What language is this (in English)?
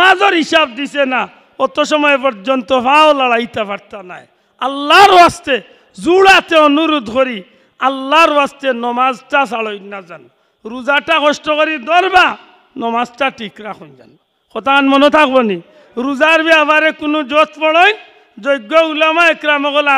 Sylheti